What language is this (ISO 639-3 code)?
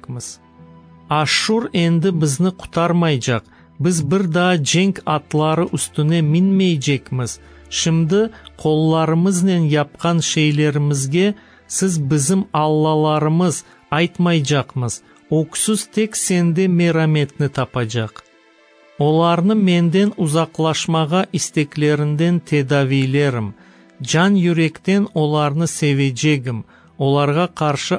crh